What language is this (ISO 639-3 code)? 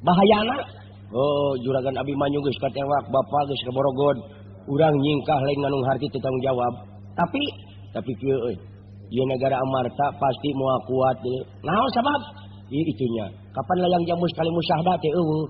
sun